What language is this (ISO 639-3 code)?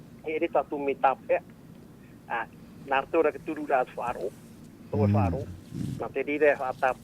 tah